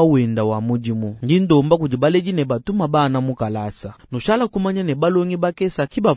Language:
Luba-Lulua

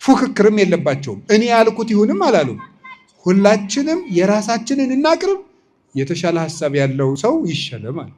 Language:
Amharic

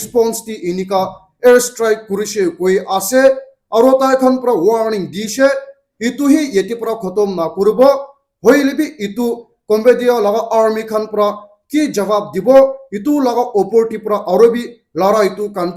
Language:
Naga Pidgin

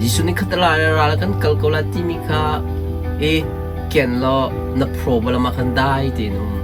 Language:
Hakha Chin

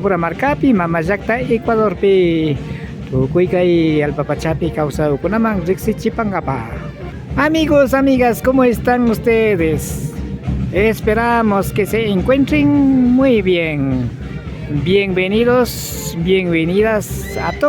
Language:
Imbabura Highland Quichua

